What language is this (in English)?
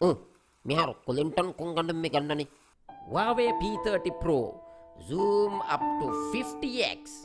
Divehi